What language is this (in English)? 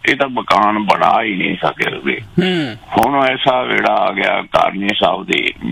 Punjabi